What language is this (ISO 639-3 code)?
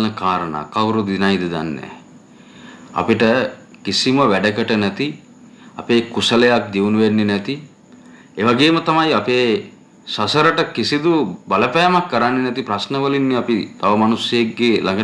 sin